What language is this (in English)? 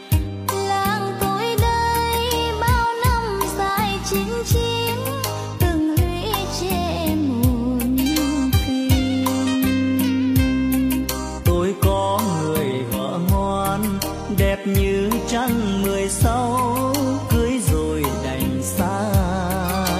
Vietnamese